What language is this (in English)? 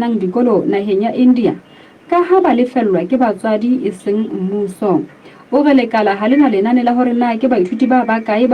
Southern Sotho